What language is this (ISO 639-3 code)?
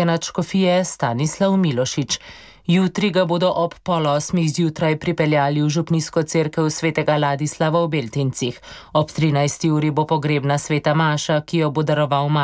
slv